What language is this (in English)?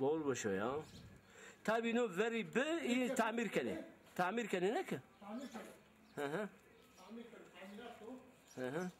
Zaza